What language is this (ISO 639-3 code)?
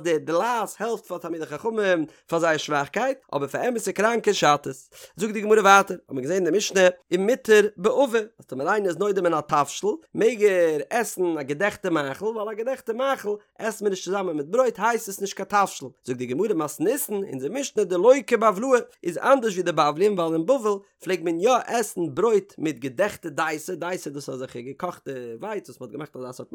yid